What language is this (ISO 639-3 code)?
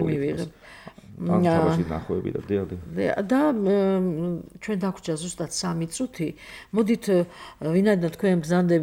kat